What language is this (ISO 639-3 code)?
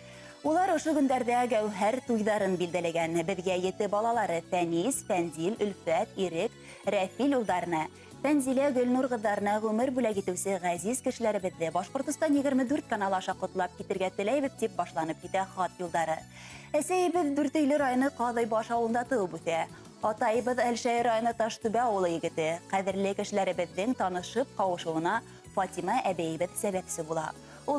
bak